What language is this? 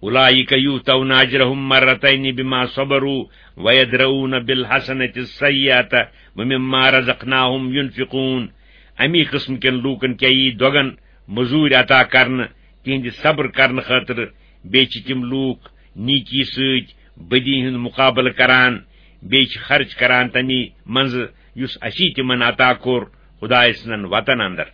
Kashmiri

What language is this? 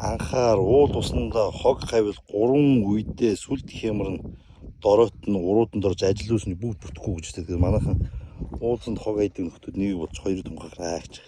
Mongolian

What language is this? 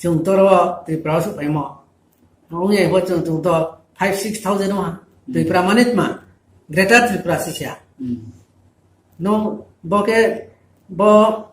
Riang (India)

